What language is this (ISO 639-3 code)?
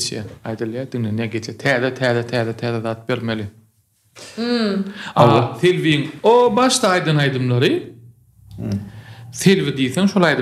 tuk